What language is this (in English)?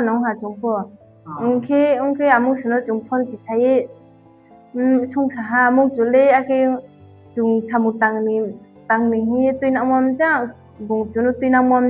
Riang (India)